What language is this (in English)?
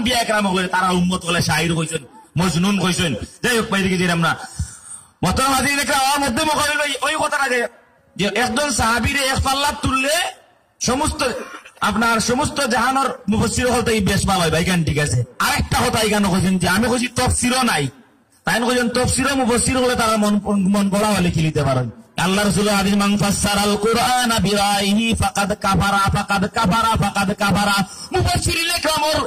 Sylheti